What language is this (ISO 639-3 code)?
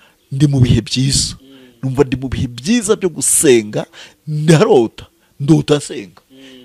kin